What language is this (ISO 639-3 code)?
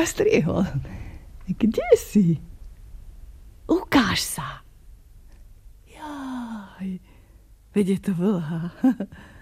slk